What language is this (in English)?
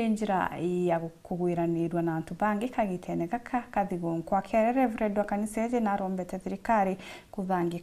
Meru